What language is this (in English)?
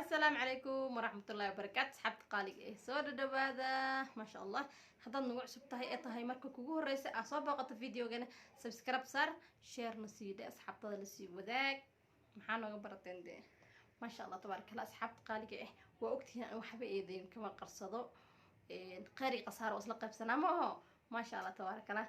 Somali